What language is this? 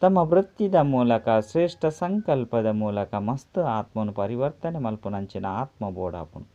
Tulu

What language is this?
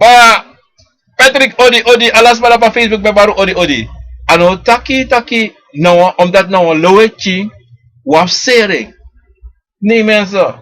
Sranan Tongo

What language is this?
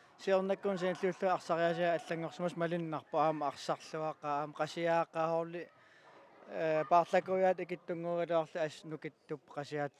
Kalaallisut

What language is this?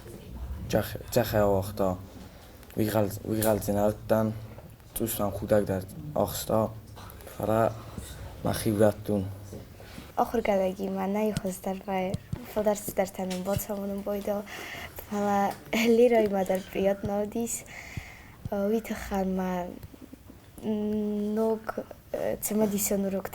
Ossetic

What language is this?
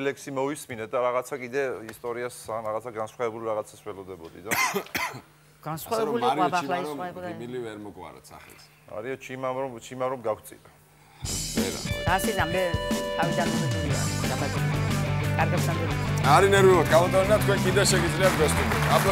Georgian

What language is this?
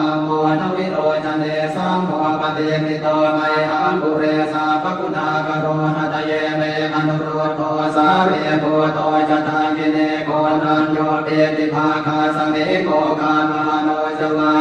Pali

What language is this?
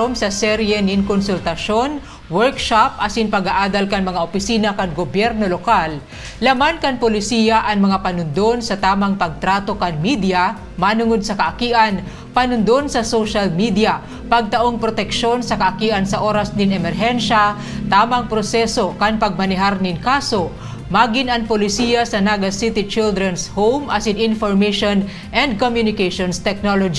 Bikol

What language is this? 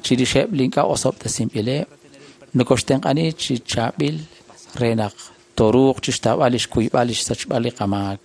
Kekchí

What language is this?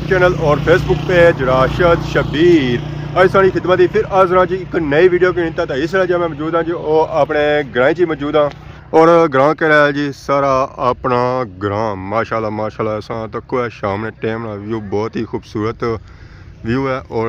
Pahari-Potwari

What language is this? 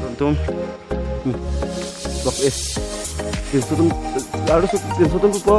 Karbi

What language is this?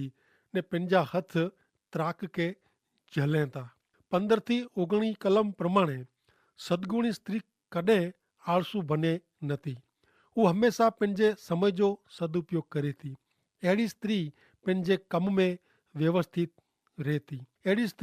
Kachhi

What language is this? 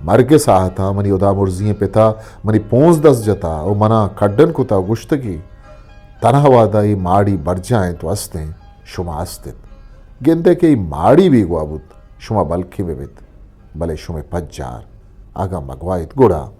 Eastern Balochi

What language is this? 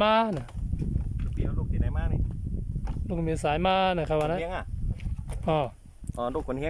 Shan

